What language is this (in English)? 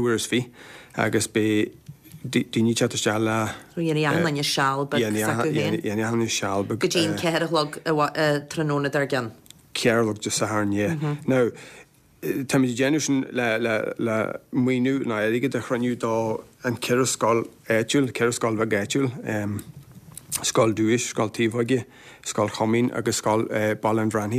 Irish